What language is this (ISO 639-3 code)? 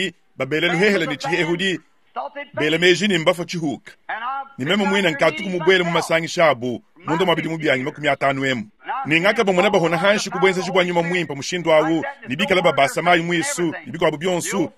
lua